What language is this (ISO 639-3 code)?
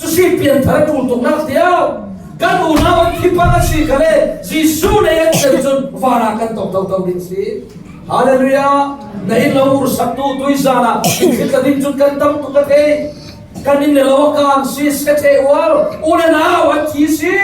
cfm